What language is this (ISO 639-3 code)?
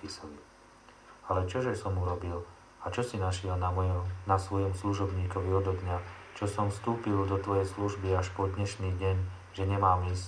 slk